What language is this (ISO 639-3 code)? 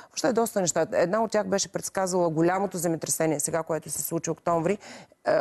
bul